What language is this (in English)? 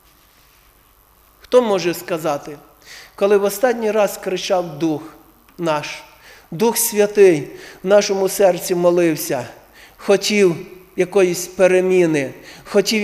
Ukrainian